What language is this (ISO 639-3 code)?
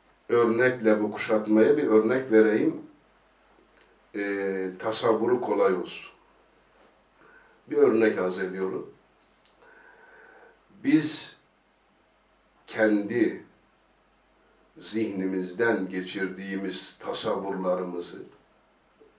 tur